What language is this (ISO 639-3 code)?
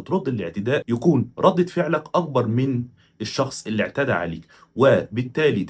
arz